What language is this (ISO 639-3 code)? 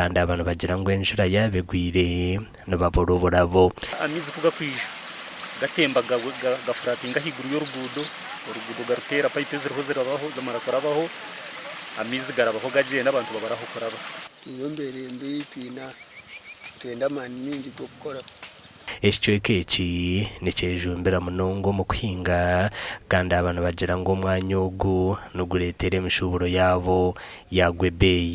nyn